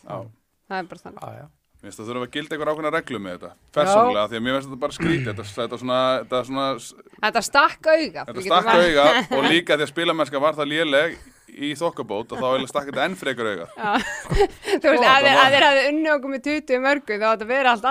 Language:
Icelandic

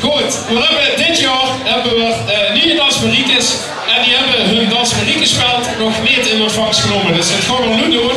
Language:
Limburgish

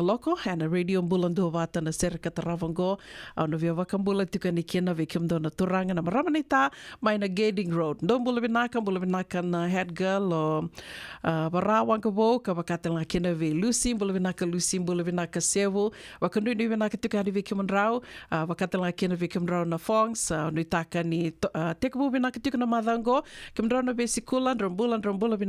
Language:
Fijian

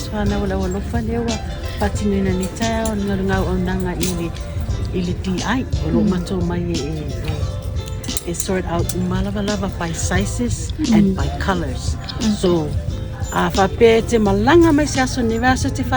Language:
Samoan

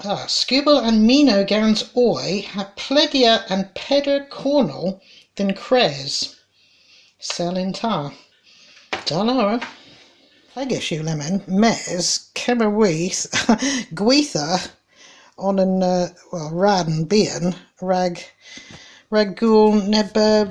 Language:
Cornish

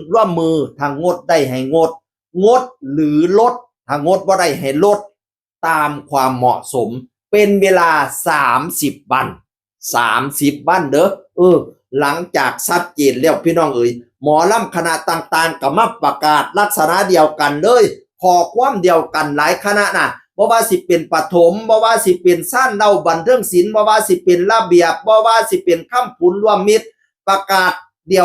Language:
Northeastern Thai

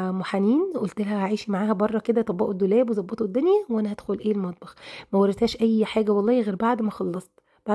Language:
Egyptian Arabic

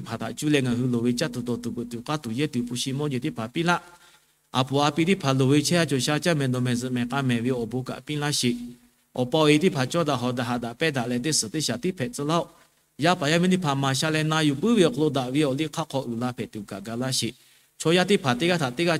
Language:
Lahu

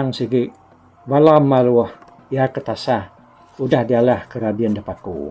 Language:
Iban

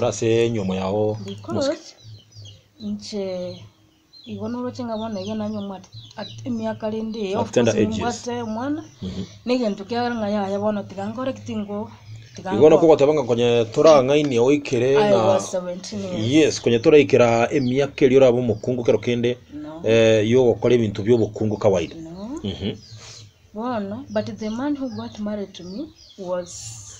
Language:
Gusii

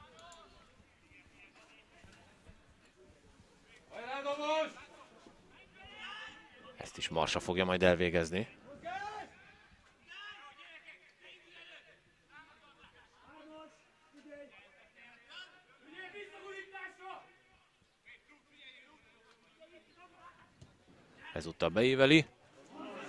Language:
Hungarian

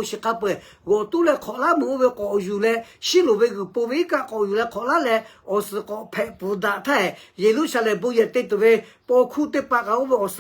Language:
Lahu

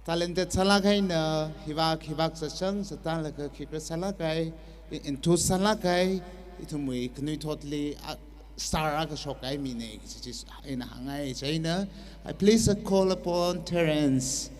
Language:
Tangkhul Naga (India)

